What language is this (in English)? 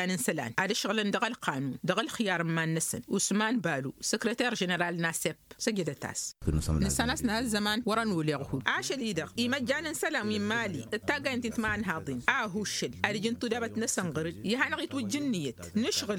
Tamasheq